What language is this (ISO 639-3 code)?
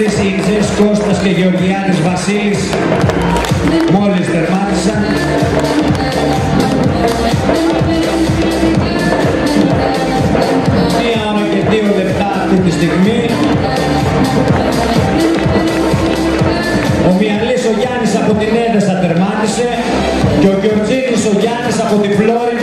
ell